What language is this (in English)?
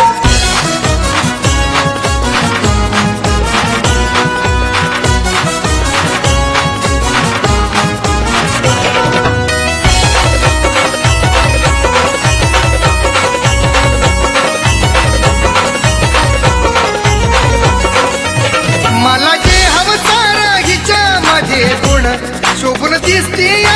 Marathi